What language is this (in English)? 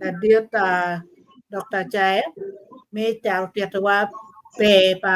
Acoli